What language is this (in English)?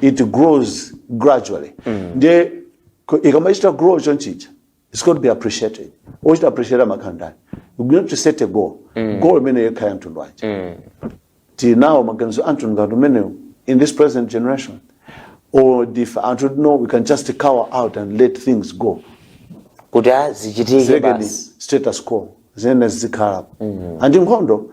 Nyanja